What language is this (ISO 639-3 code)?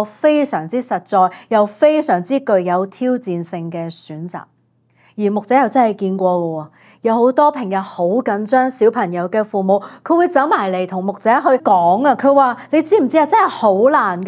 yue